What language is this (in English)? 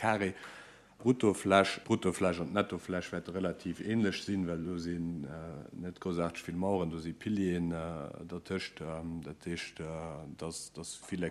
Luxembourgish